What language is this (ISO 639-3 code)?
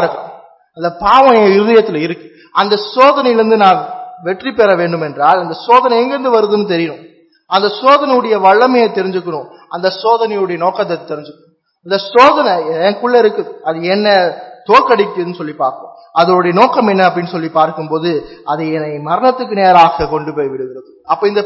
tam